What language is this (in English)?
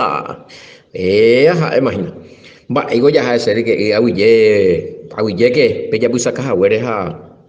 Guarani